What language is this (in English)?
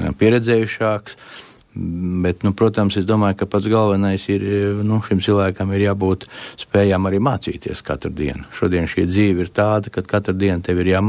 Latvian